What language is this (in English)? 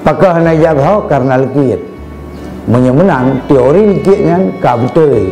Achinese